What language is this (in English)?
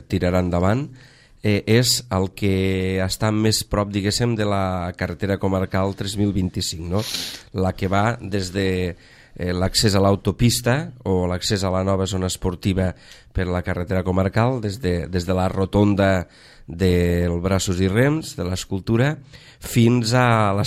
Catalan